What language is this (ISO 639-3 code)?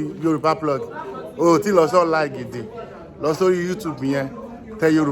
yor